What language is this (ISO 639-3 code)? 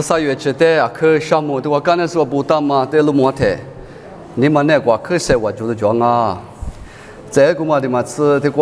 lis